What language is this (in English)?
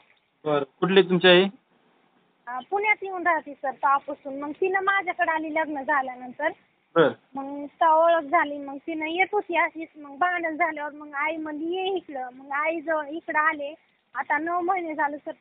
Marathi